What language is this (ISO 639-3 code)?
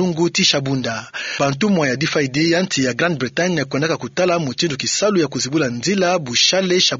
ktu